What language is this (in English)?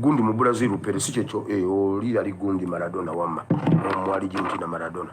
Ganda